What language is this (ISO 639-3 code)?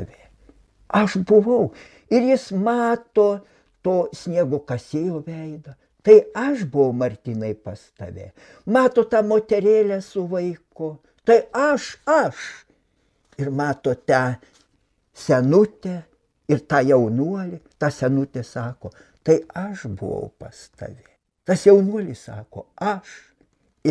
lit